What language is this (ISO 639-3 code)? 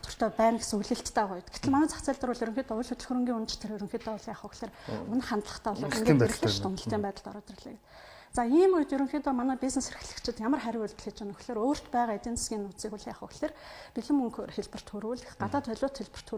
mon